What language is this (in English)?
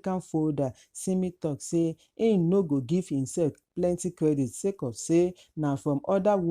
Nigerian Pidgin